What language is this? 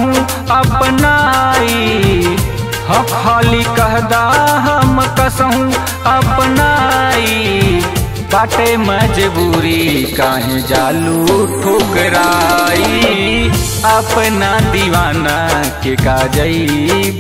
Bhojpuri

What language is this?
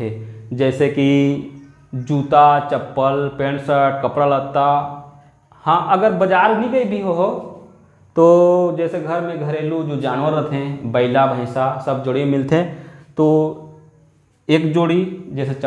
Chhattisgarhi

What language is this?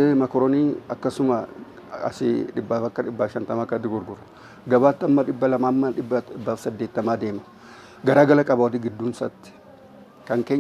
Oromo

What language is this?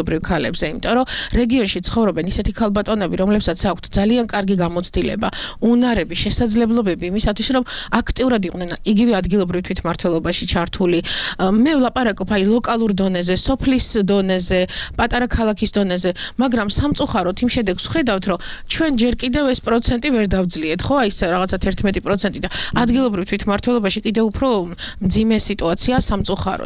Georgian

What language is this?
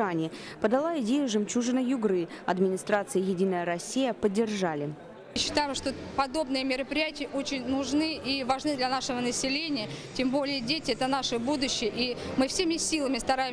Russian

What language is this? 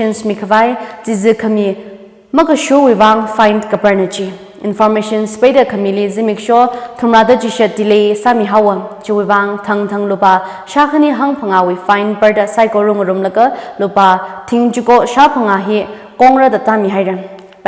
Tangkhul Naga (India)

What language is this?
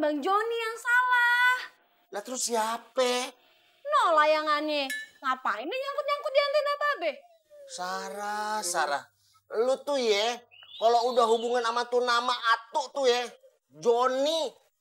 Betawi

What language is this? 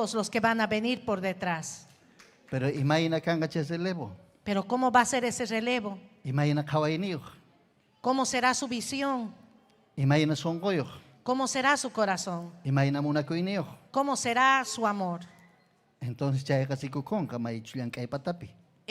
Ayacucho Quechua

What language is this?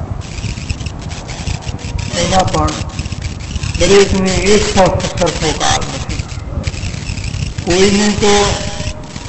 Gujarati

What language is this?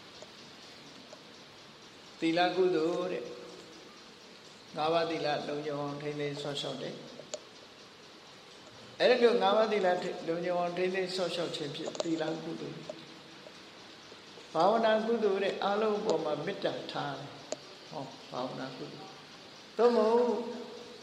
Burmese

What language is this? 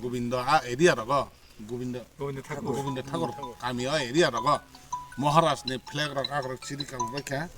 Kok Borok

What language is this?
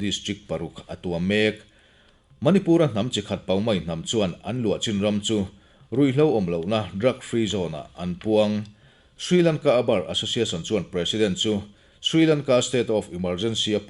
Mizo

